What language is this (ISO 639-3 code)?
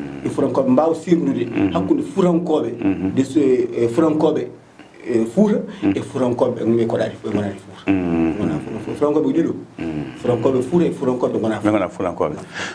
ful